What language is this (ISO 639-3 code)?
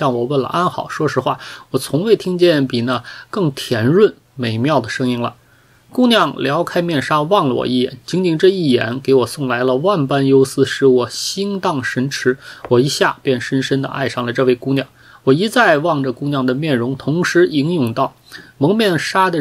zho